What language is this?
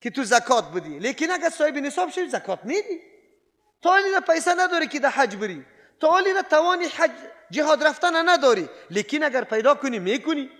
Persian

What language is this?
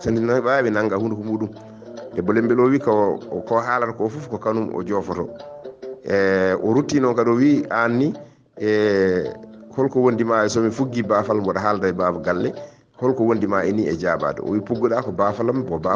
Fula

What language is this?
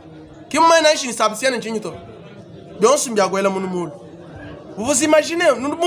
Luba-Lulua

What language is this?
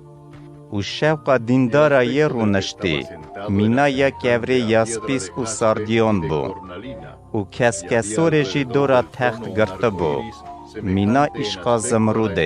Kurdish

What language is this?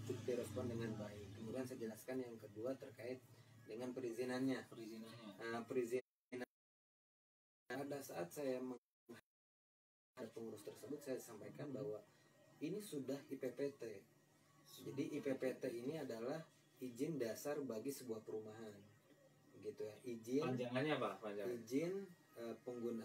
Indonesian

